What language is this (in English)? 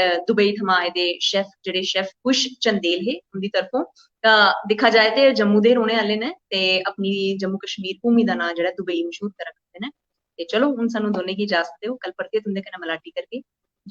Dogri